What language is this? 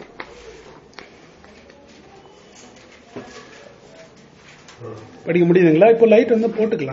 Tamil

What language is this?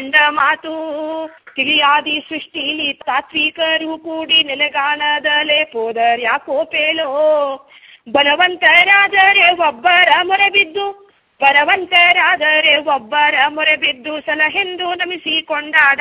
Kannada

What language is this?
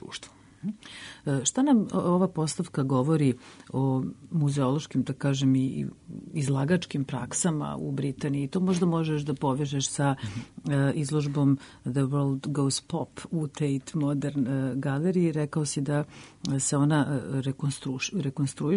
Serbian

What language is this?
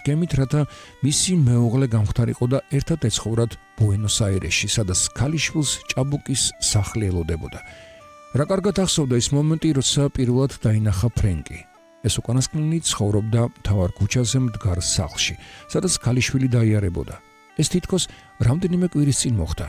Georgian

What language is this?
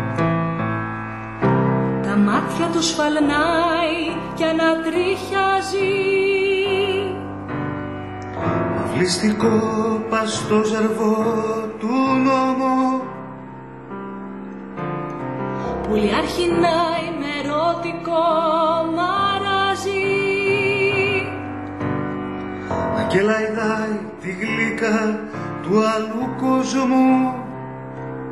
Greek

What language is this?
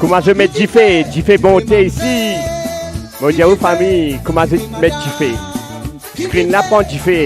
Morisyen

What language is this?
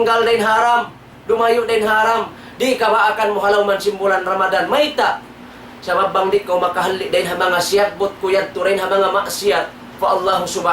Tausug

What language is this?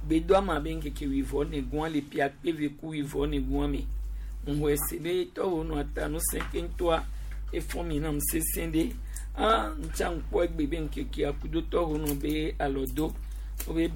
Gen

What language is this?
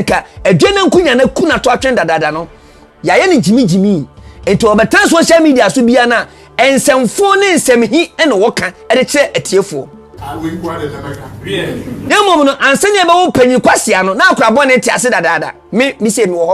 Akan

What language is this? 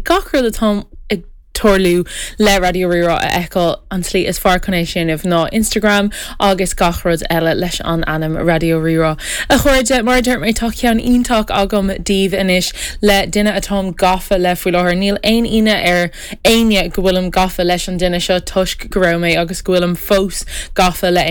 Irish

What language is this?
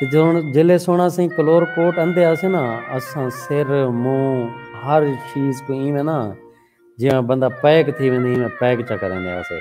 Saraiki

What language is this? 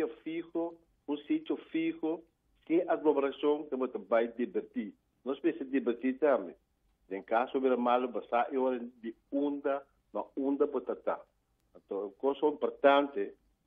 Papiamento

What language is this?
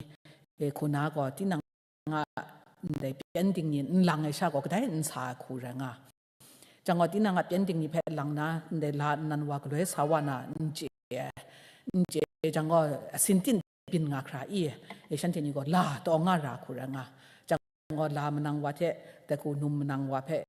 Kachin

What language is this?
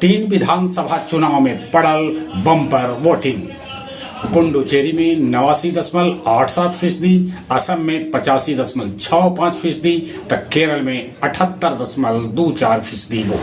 Magahi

